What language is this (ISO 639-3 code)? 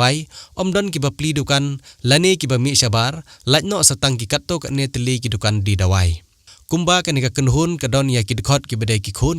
kha